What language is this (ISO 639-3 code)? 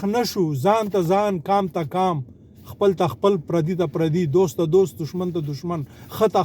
pus